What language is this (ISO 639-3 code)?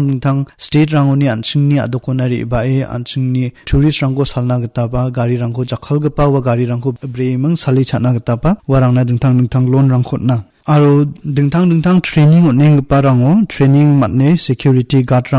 grt